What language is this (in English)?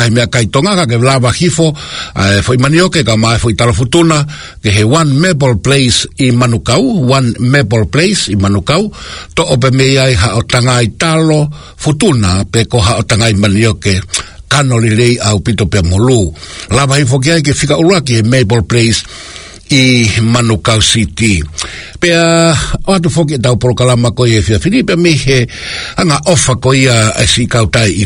Tongan